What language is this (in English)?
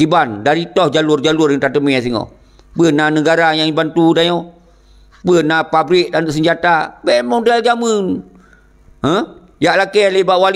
Achinese